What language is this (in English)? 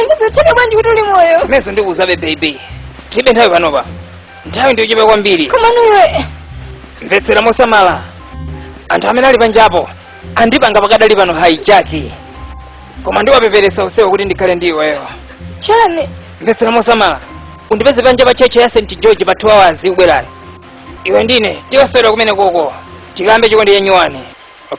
Nyanja